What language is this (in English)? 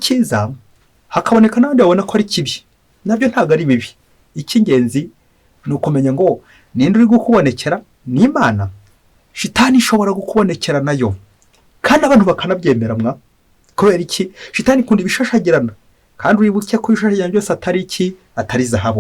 Kinyarwanda